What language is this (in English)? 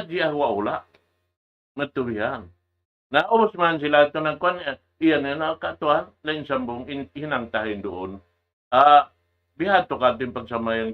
Tausug